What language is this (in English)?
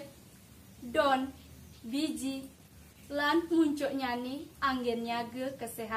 Balinese